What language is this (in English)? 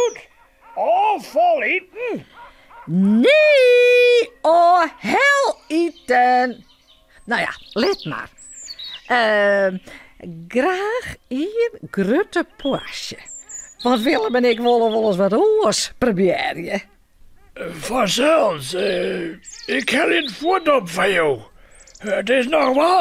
Western Frisian